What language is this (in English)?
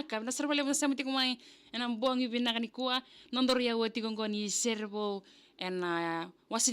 Fijian